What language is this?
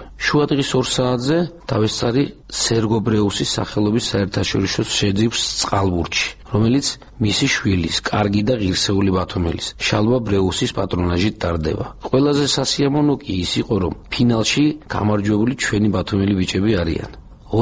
Georgian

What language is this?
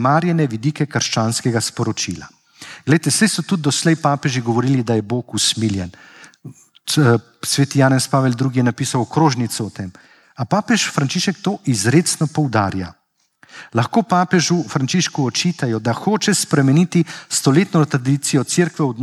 Slovenian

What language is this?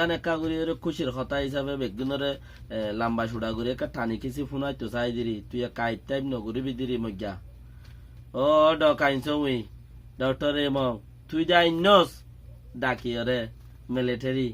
Rohingya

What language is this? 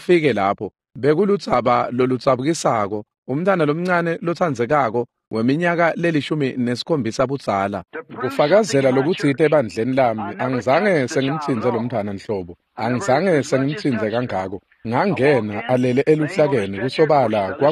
Swati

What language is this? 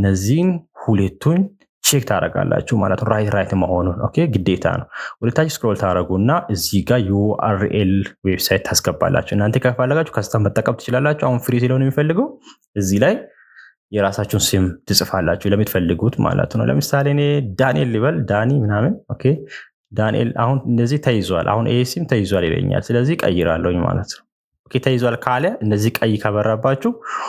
Amharic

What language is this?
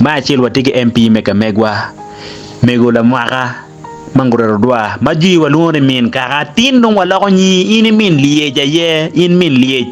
Acoli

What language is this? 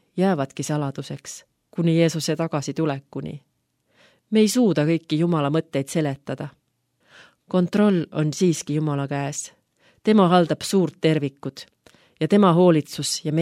Estonian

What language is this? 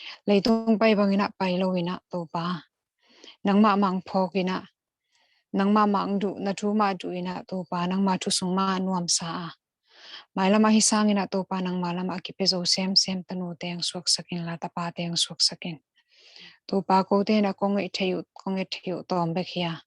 Tedim Chin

